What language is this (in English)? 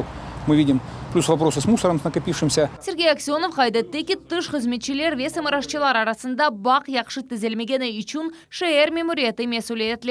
Crimean Tatar